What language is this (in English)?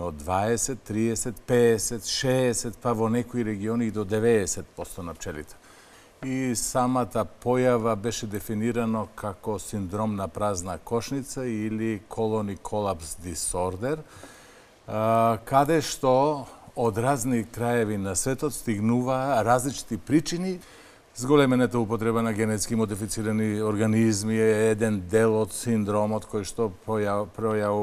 Macedonian